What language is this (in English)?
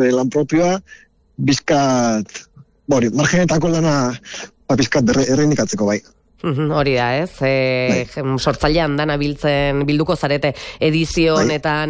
Basque